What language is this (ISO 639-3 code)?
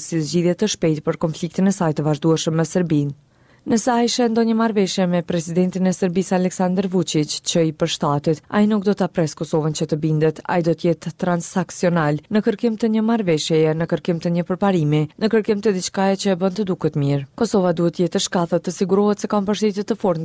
sqi